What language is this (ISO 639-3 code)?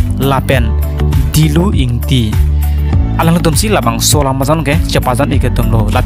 mjw